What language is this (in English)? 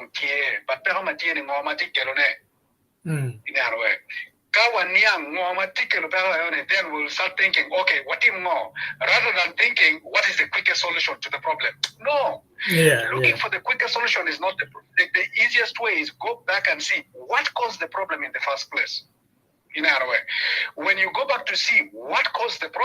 Acoli